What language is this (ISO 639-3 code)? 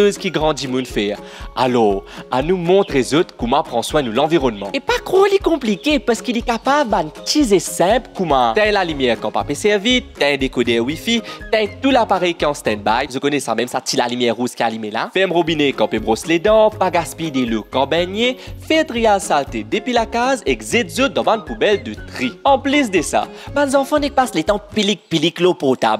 mfe